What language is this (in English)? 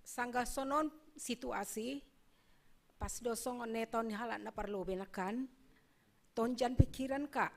Batak Simalungun